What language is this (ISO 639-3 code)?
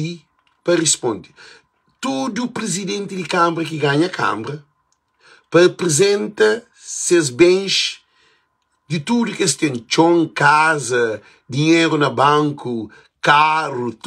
kea